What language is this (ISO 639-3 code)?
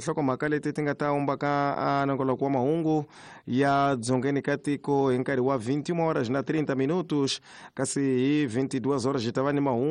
tso